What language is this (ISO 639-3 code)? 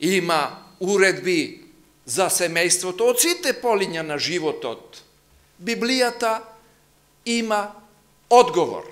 mkd